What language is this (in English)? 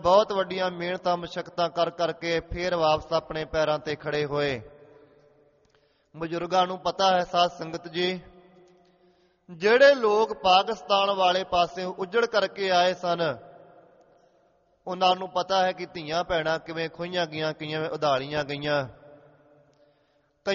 Punjabi